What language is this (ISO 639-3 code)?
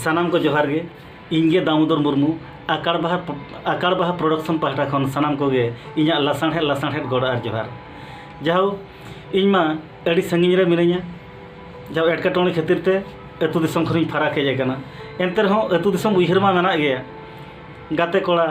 sat